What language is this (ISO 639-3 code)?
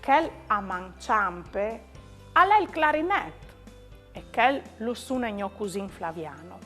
fur